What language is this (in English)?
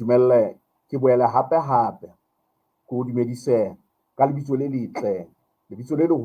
Southern Sotho